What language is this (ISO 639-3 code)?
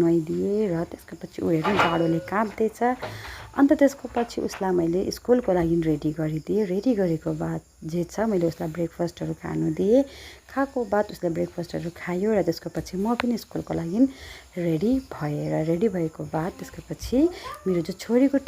nep